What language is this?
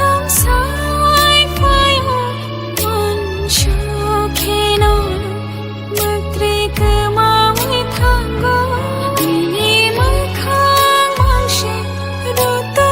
Kok Borok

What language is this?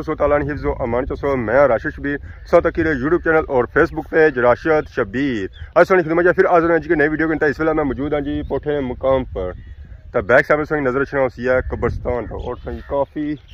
Pahari-Potwari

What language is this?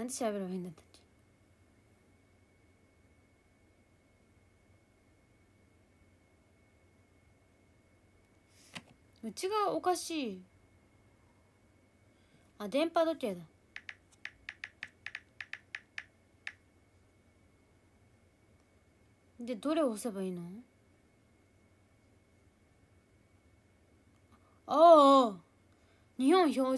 Japanese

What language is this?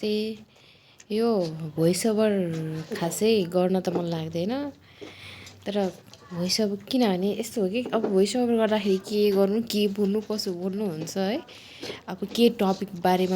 Nepali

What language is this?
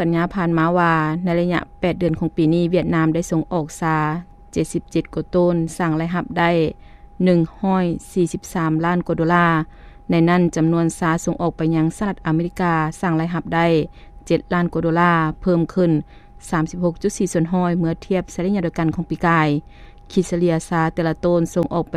Lao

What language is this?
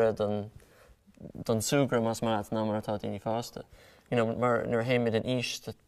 Irish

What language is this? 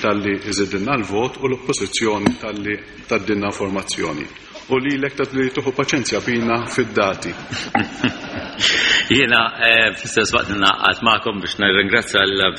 Maltese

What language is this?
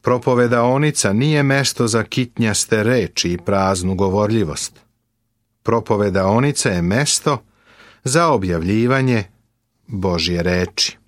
Serbian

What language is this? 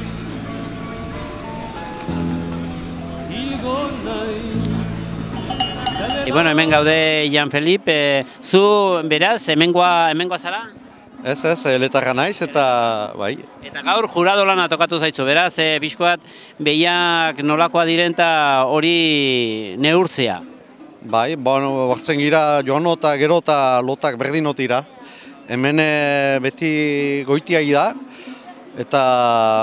Basque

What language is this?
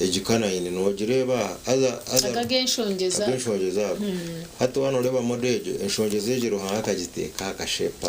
Nyankole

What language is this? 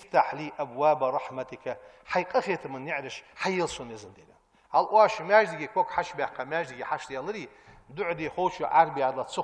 Ingush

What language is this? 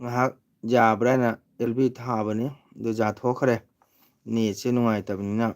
Manipuri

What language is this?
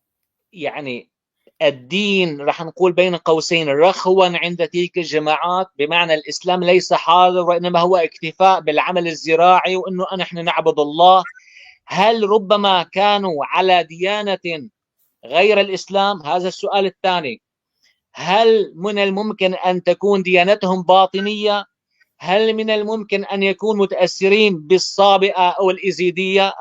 North Levantine Arabic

